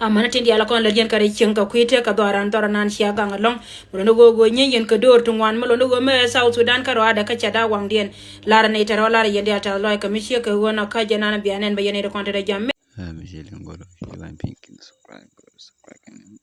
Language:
Nuer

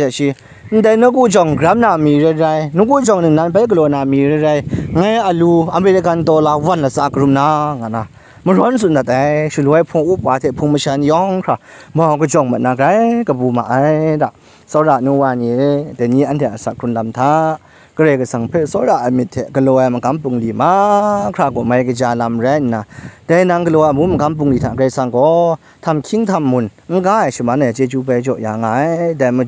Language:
Kachin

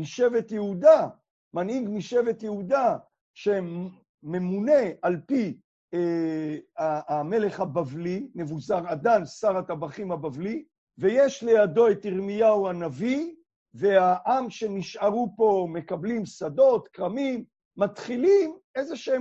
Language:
Hebrew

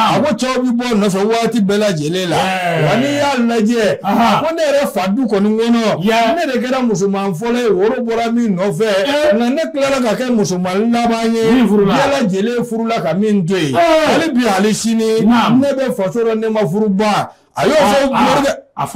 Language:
Bambara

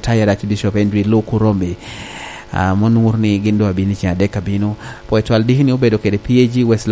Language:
Lango (Uganda)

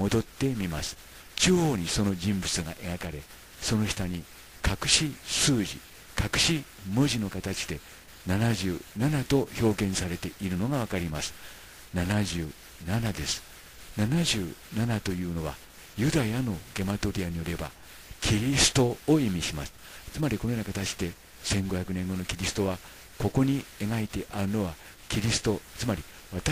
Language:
Japanese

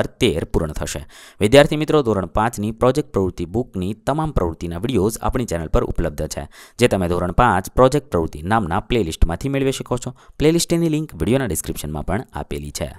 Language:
Gujarati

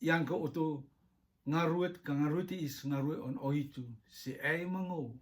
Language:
Rotuman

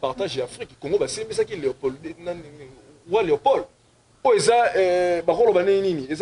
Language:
Lingala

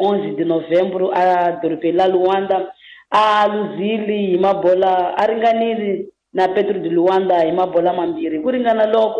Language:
Tsonga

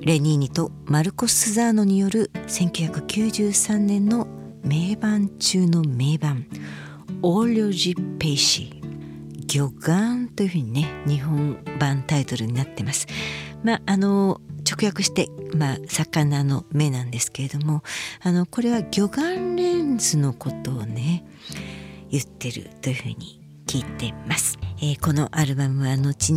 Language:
Japanese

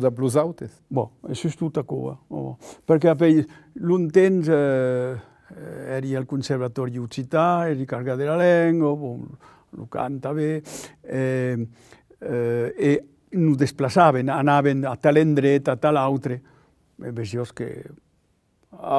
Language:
Occitan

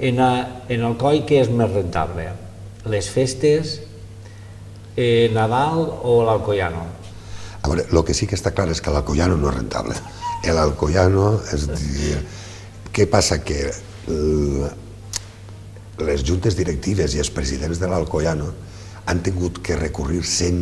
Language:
Catalan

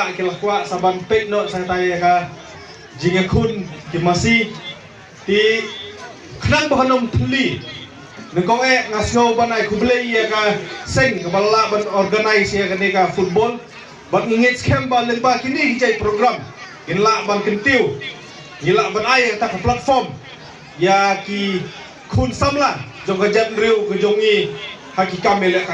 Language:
Khasi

